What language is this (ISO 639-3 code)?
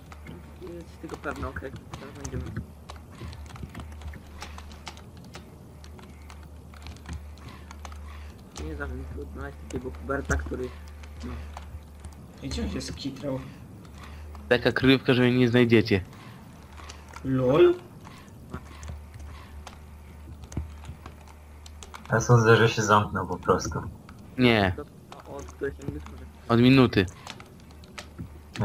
pol